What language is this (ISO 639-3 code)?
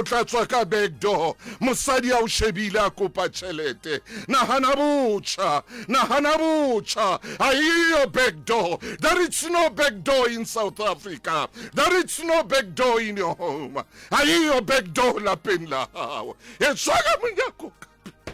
sot